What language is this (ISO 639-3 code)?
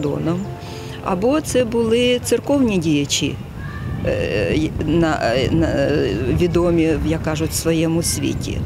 ukr